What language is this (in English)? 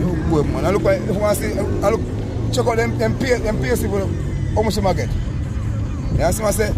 Jamaican Creole English